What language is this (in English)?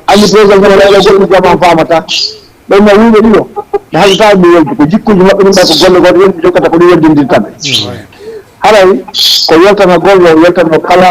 Fula